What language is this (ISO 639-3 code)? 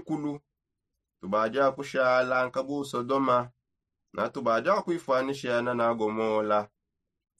sop